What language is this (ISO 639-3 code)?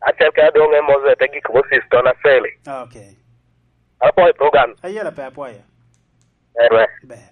laj